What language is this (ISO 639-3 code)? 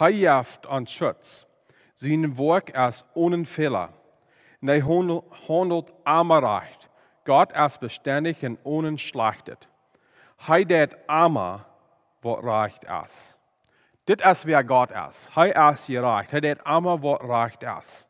pdt